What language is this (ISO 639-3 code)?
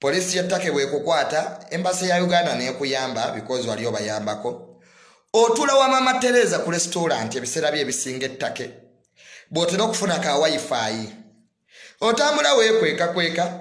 lug